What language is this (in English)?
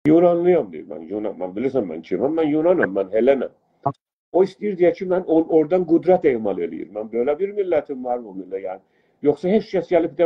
South Azerbaijani